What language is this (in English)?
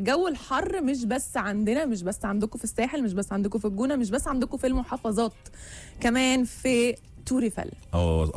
Egyptian Arabic